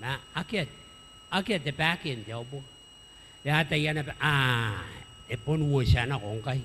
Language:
Gilbertese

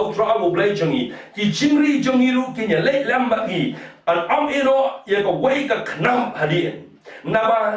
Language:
Khasi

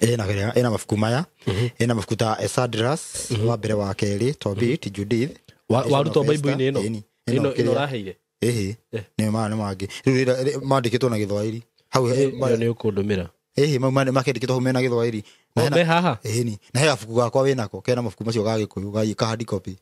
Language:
Kikuyu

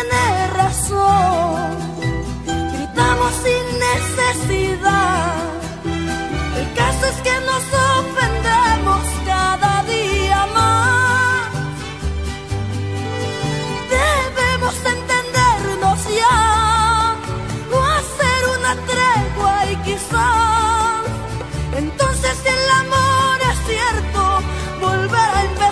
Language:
Spanish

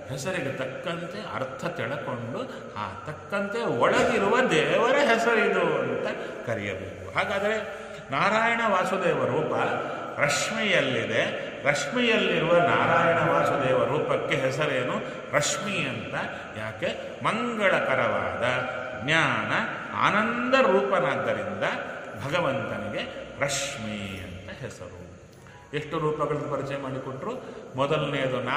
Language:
Kannada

